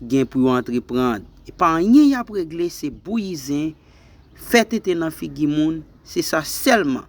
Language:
Haitian Creole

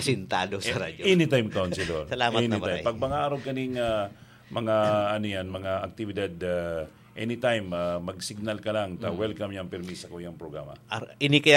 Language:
Bikol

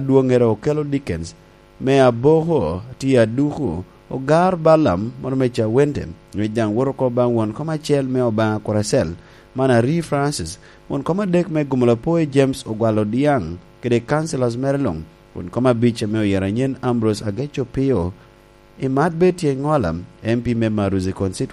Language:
Lango (Uganda)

